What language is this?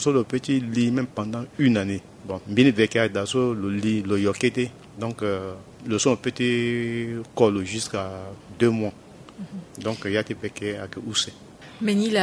Sango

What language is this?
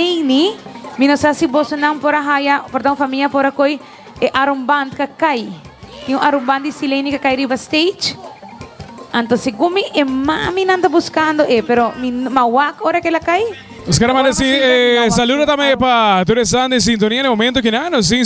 Papiamento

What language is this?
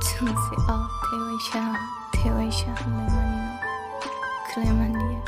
Kok Borok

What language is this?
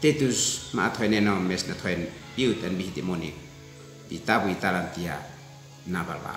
Uab Meto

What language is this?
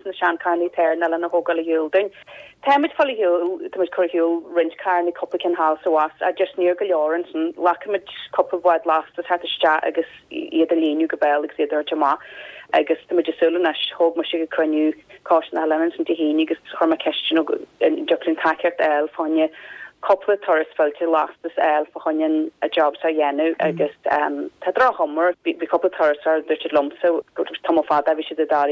Irish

